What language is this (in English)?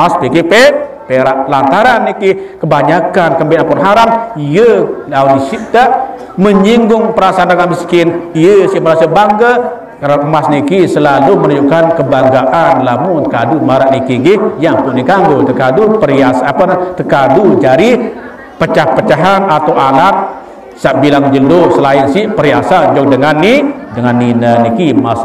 Sasak